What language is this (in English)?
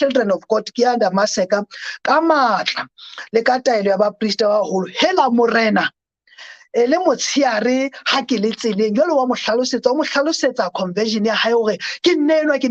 Southern Sotho